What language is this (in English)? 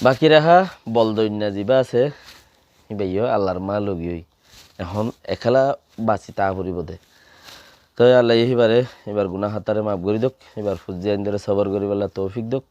Rohingya